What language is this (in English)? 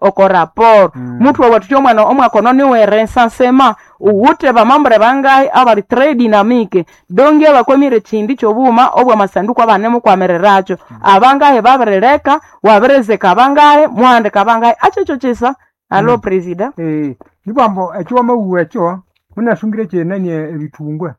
Nande